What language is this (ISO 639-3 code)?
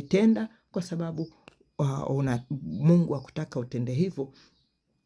swa